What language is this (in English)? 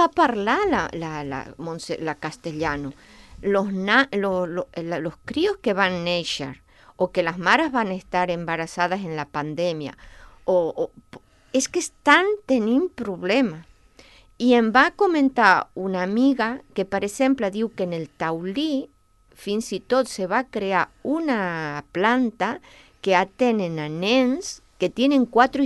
Catalan